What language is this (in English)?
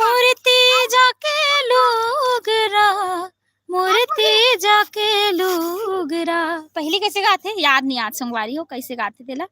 Chhattisgarhi